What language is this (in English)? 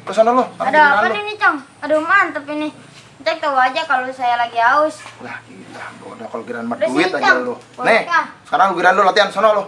Betawi